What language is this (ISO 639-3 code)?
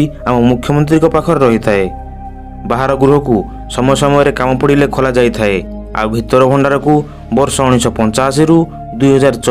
ori